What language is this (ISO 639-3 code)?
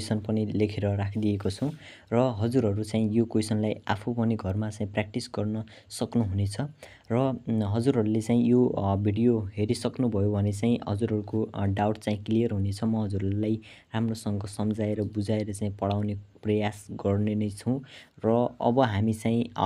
nep